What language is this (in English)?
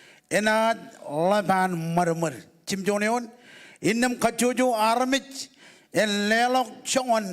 Marshallese